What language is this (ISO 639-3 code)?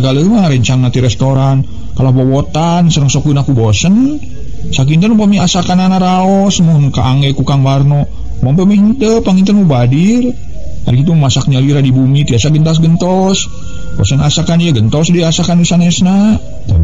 sun